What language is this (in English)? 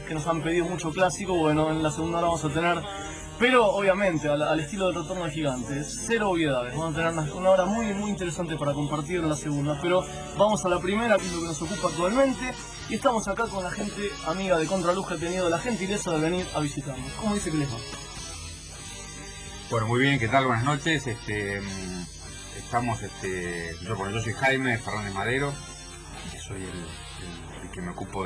Spanish